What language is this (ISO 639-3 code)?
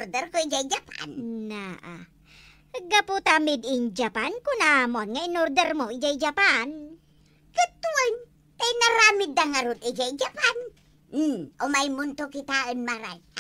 ilo